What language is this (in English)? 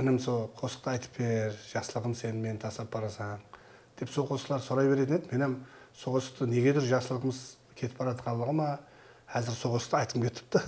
Kara-Kalpak